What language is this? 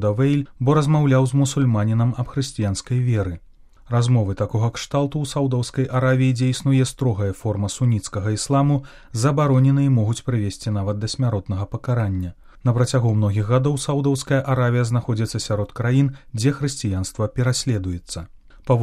Belarusian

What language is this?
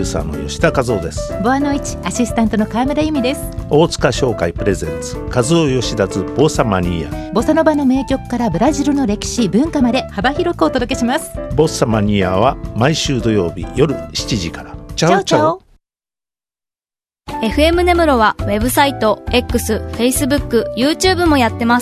Japanese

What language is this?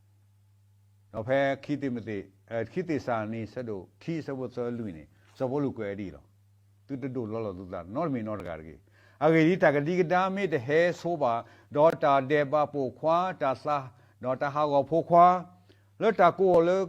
S'gaw Karen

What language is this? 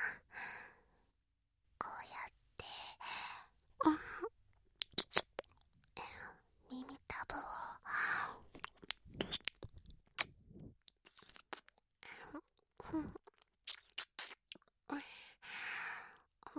Japanese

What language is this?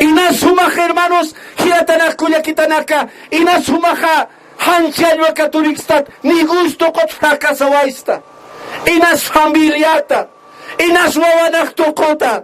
Aymara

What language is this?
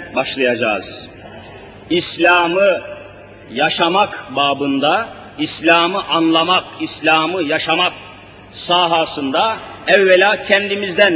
Turkish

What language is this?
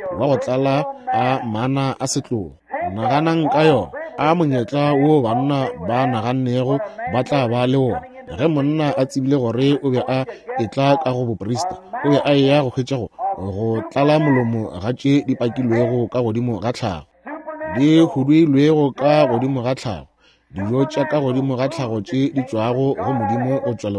Northern Sotho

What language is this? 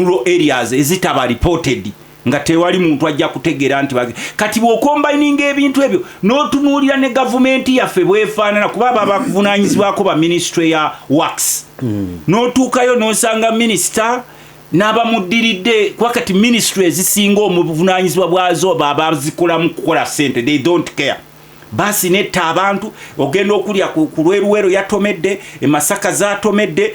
Ganda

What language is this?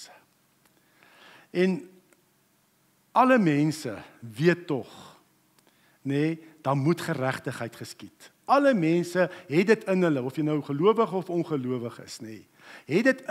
Afrikaans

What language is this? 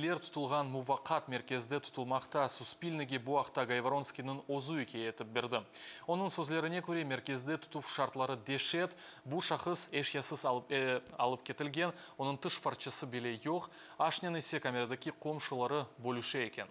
Crimean Tatar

